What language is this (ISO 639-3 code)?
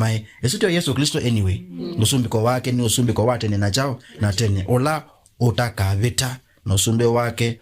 kam